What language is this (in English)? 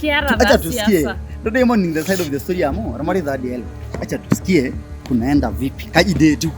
Masai